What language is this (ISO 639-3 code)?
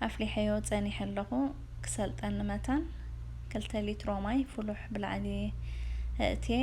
tir